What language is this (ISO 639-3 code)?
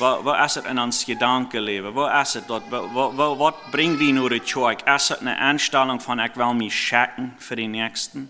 pdt